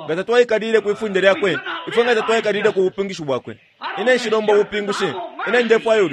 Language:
Bemba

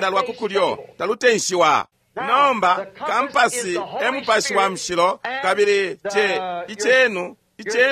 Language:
Bemba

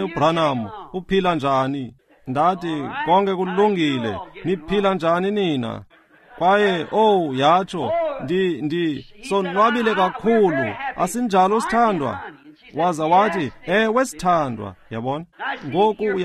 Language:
Xhosa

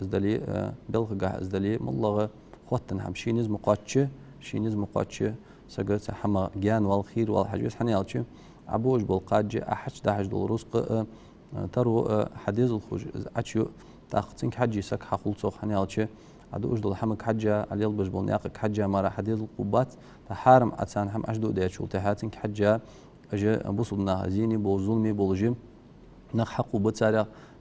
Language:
Ingush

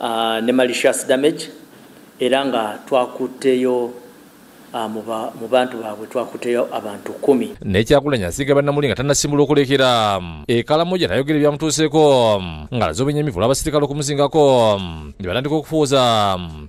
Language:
Ganda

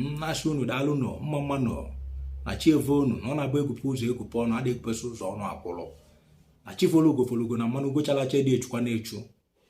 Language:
Igbo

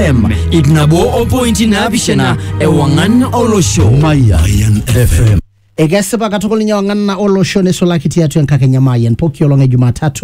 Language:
Masai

